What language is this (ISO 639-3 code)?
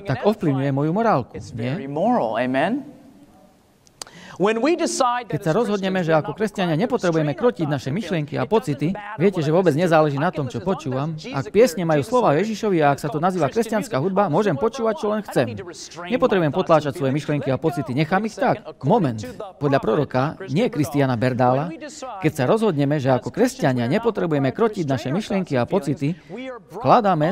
slk